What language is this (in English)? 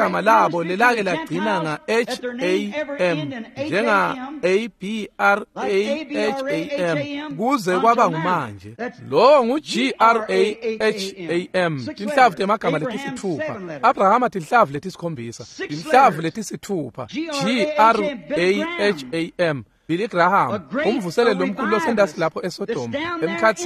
Swati